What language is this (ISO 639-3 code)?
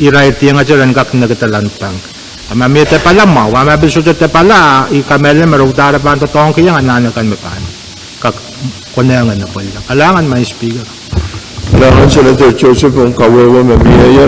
pon